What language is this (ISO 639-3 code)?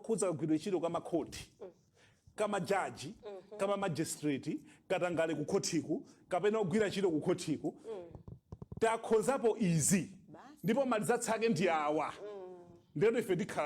nya